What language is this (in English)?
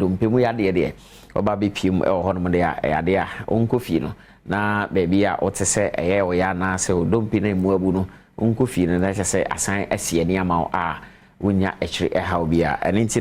Akan